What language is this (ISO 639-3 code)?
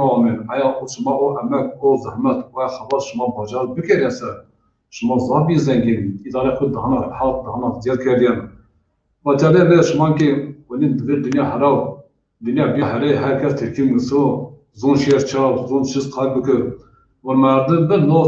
zza